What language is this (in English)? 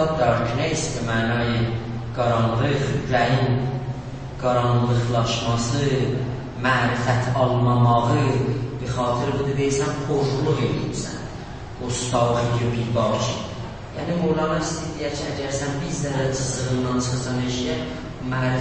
South Azerbaijani